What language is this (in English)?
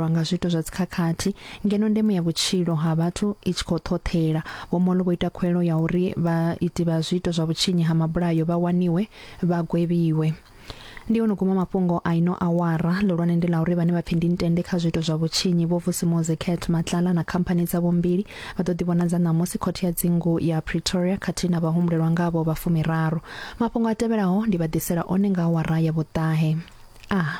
Venda